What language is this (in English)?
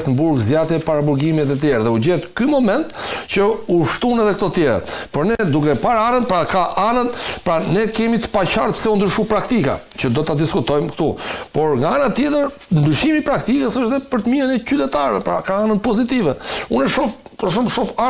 Albanian